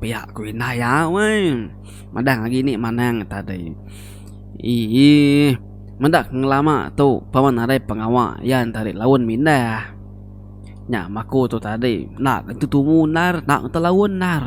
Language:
Iban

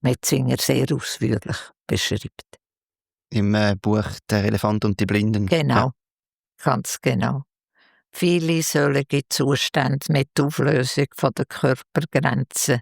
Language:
Swiss German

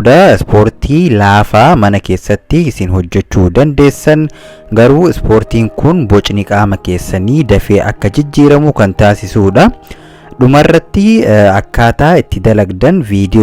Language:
Oromo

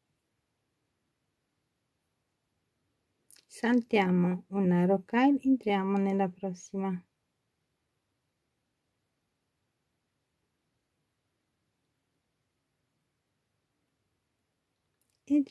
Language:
Italian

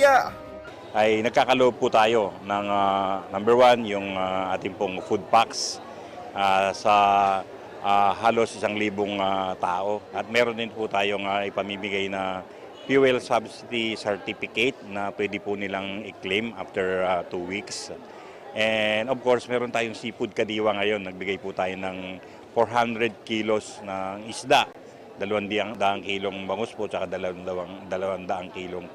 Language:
Pampanga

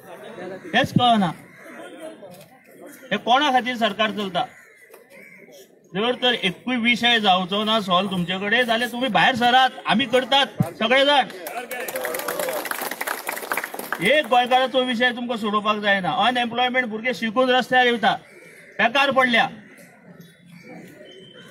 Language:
Konkani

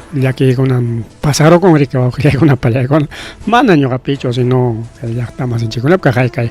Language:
Ayacucho Quechua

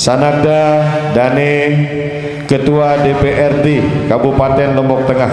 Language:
Sasak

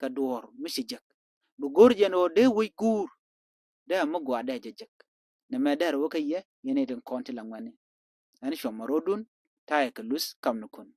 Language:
Nuer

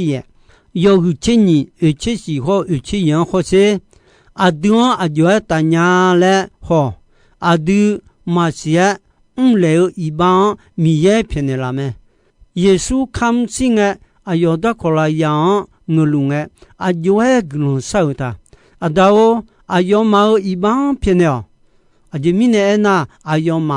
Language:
Akha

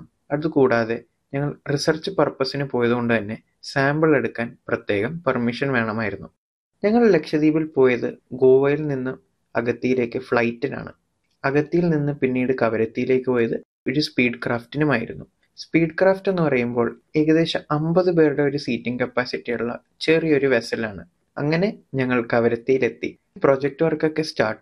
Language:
Malayalam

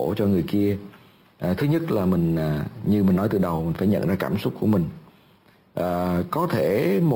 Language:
Vietnamese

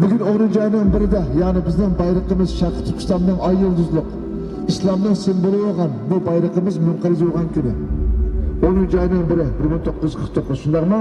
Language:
Uyghur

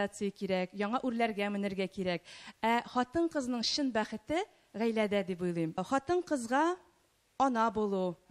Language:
Tatar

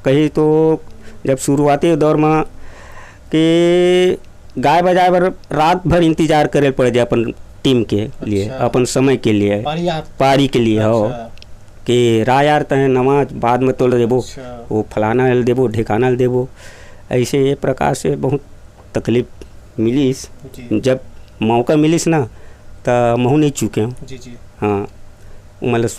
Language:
Chhattisgarhi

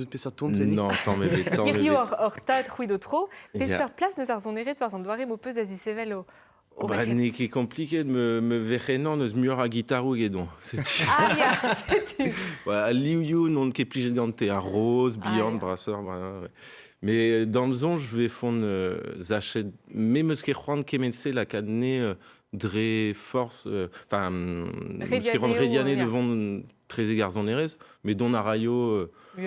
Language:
Breton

